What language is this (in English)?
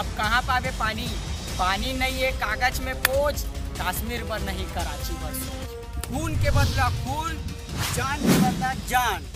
Chhattisgarhi